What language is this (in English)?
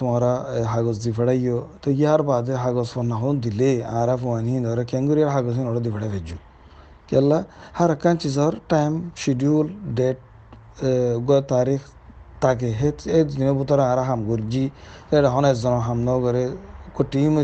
Rohingya